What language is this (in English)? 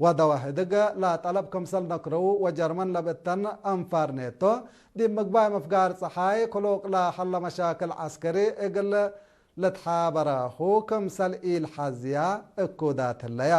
Tigre